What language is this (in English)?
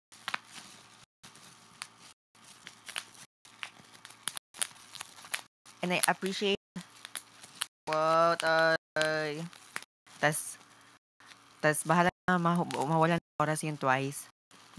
Filipino